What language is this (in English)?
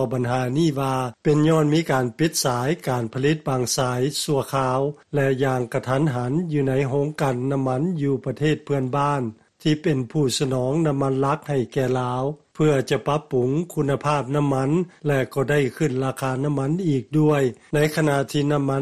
Lao